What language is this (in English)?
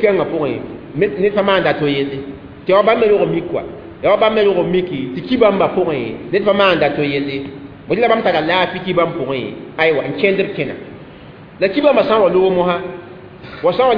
Mossi